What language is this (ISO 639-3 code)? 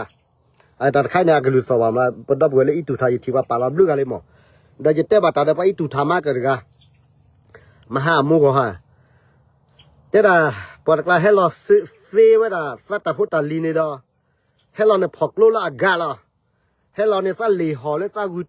ksw